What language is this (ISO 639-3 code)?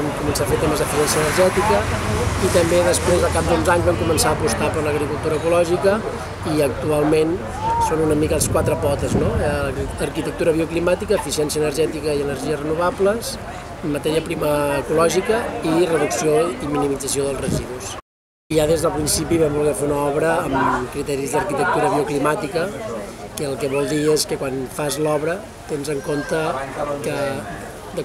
cat